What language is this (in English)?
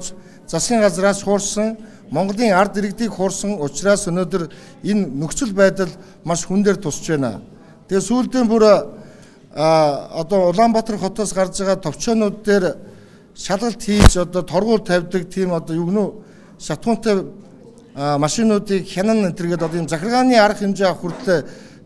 Mongolian